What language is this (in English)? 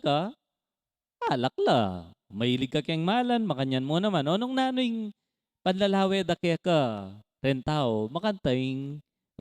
Pampanga